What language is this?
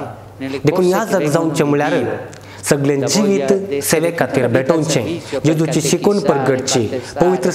Konkani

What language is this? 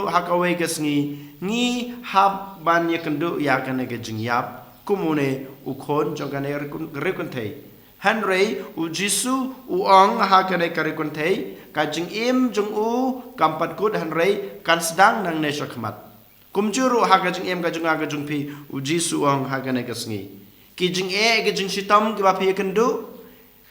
Khasi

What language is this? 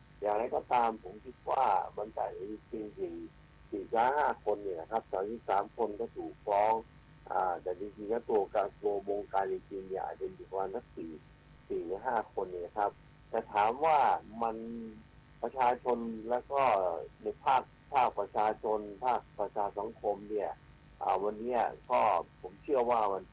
Thai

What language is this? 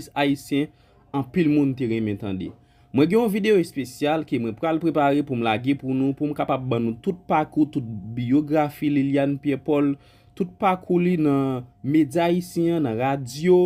Haitian Creole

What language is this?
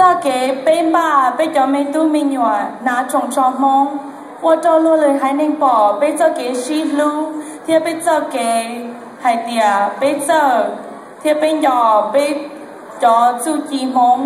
Hmong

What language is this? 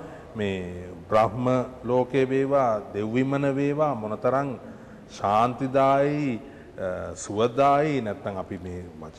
Sinhala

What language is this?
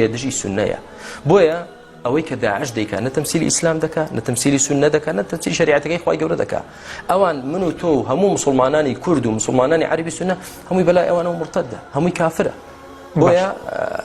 Central Kurdish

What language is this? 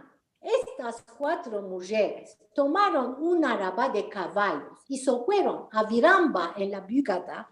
Ladino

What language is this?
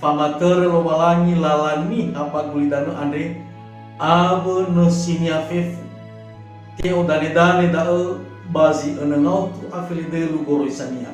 Nias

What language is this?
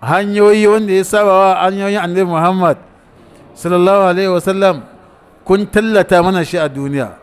Hausa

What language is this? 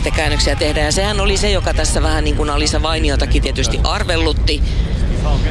Finnish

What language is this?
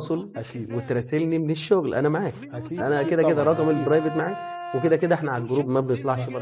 Egyptian Arabic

